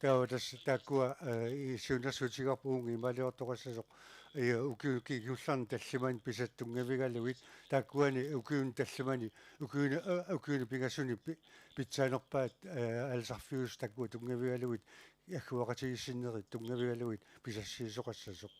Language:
Kalaallisut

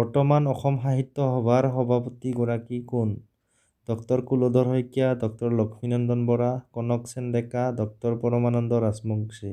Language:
Assamese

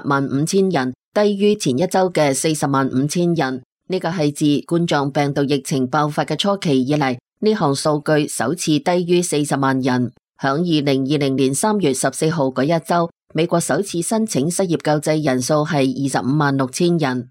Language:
Cantonese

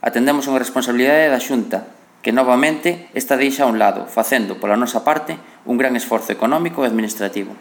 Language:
Galician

